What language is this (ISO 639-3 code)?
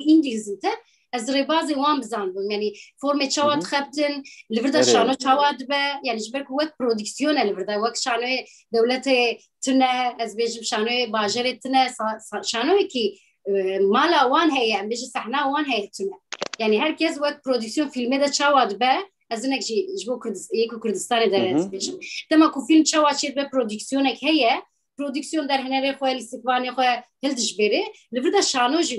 kur